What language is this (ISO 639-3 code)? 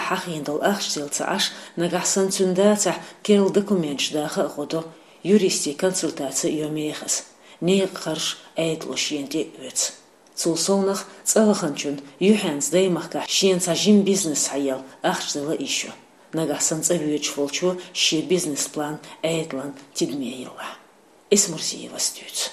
che